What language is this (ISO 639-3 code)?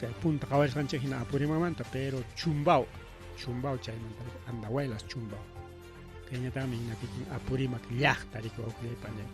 quy